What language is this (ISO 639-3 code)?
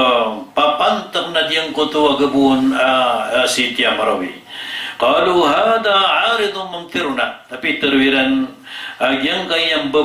mrw